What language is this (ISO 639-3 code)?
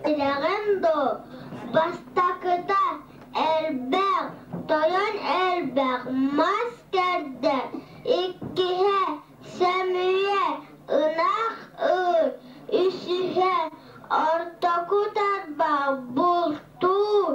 sah